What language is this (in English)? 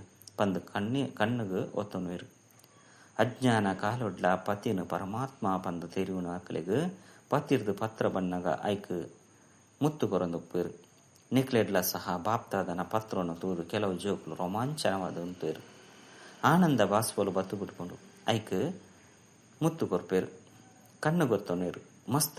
Tulu